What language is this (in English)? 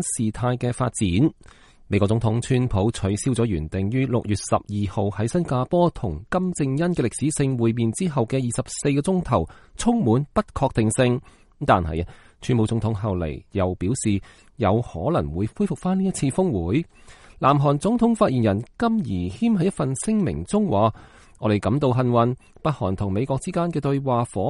Cantonese